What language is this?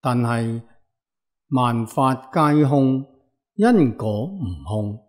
Cantonese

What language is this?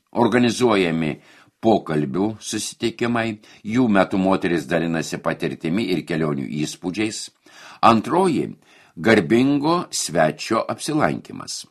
Lithuanian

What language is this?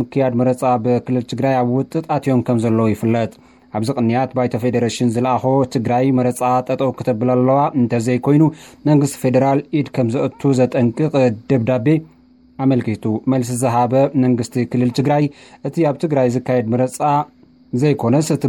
Tigrinya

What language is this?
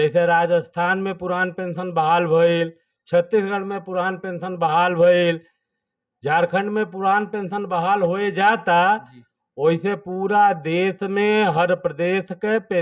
Bhojpuri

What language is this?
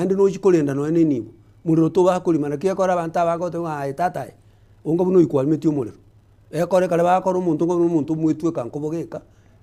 Gusii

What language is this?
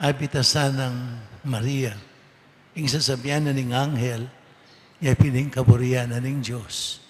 Pampanga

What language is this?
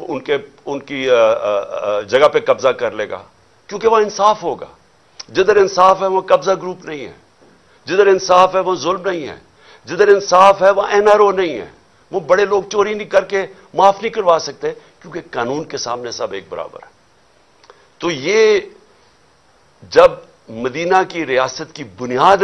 Urdu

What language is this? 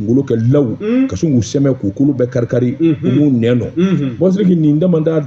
Bambara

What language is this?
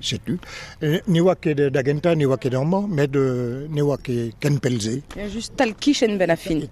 Breton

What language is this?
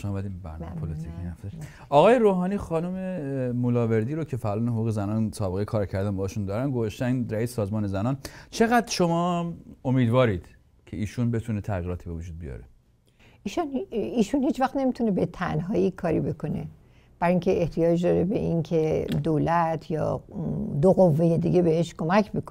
Persian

